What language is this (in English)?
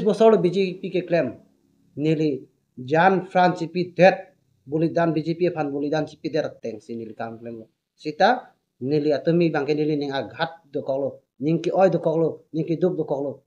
Karbi